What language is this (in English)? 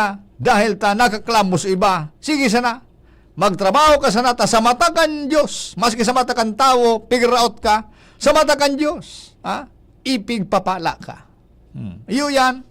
Bikol